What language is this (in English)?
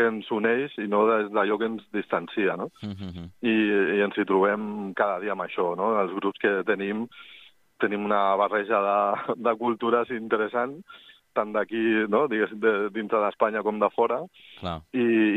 Catalan